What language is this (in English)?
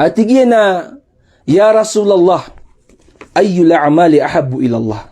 Maranao